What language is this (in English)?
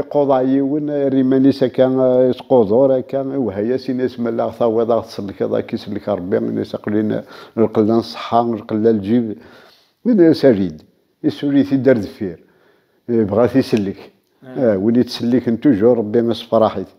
Kabyle